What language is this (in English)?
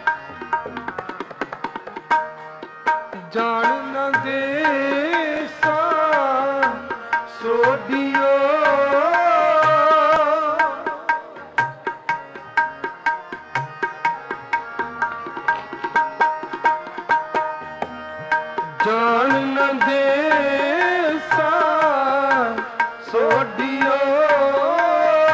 Punjabi